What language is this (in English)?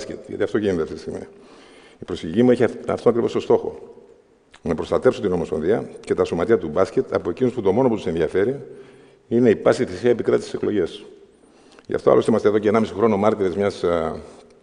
Greek